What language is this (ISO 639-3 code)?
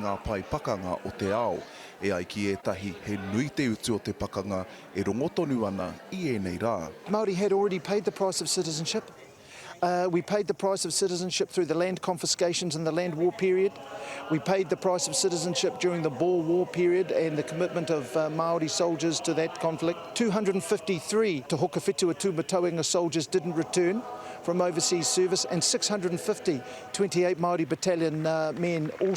mri